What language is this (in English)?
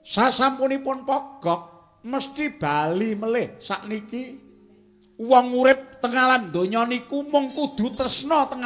Javanese